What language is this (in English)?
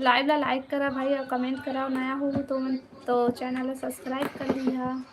Chhattisgarhi